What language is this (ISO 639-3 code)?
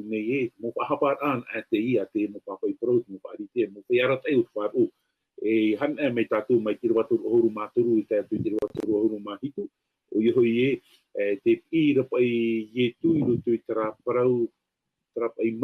tah